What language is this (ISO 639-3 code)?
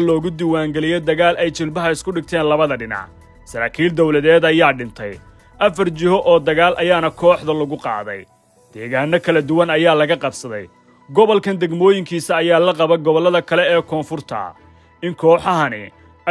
som